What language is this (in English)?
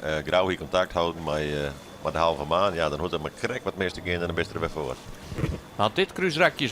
Western Frisian